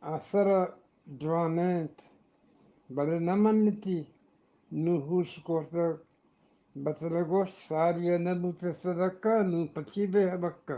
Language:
Eastern Balochi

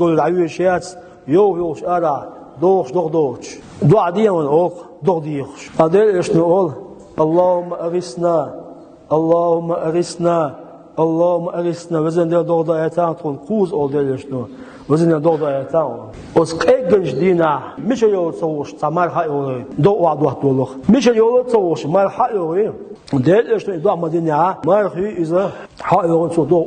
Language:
Chechen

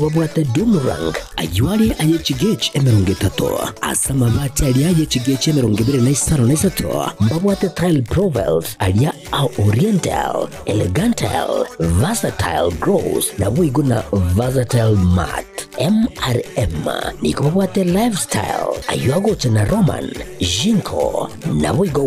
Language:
Gusii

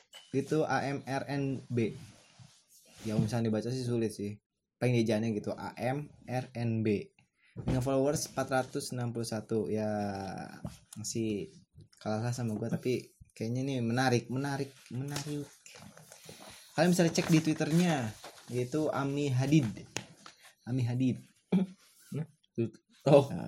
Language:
Indonesian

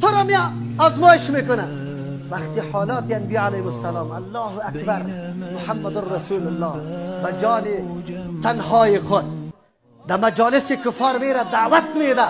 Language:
Persian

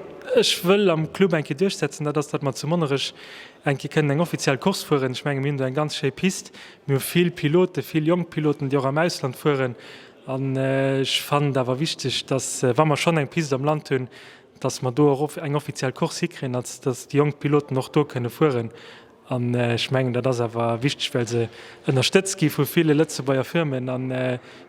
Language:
Luxembourgish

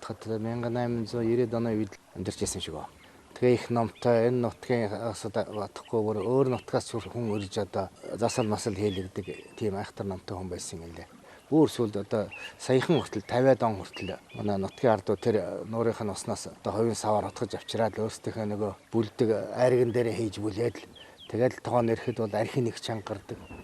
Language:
Mongolian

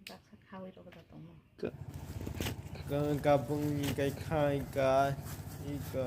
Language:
Kok Borok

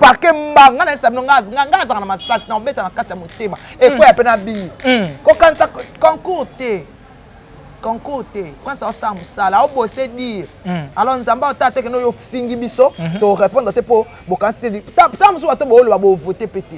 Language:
Lingala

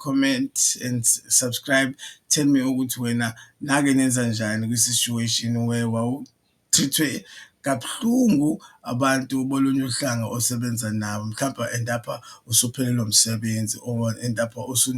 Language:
Zulu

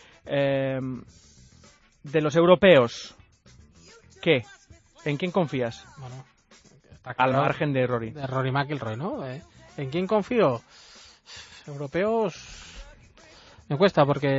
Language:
Spanish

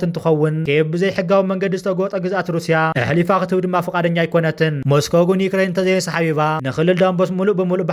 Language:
Tigrinya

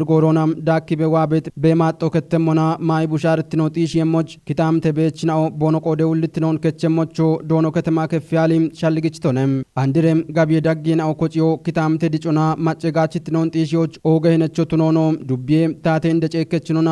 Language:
Kafa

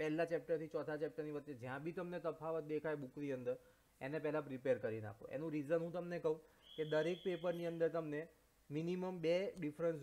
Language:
Gujarati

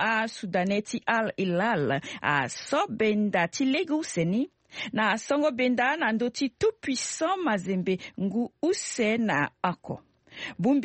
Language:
Sango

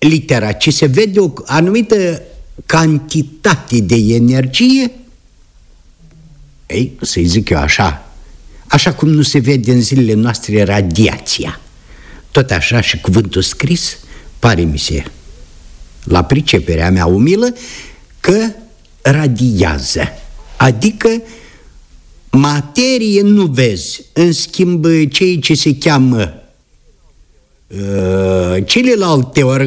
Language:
Romanian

